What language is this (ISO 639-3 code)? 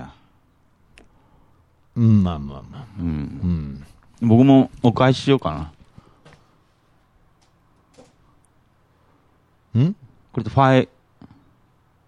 jpn